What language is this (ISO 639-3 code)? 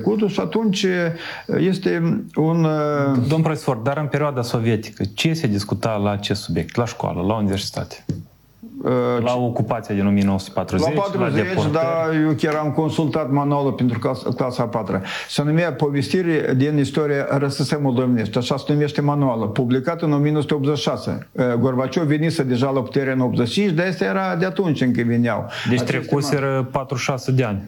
ron